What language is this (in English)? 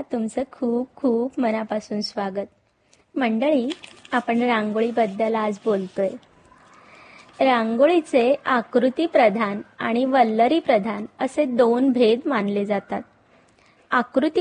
Marathi